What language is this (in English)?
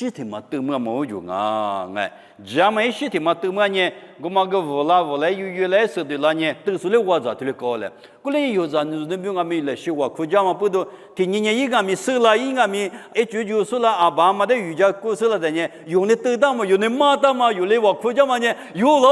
Lisu